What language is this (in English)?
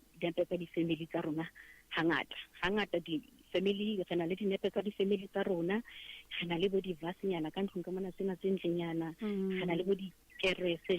Southern Sotho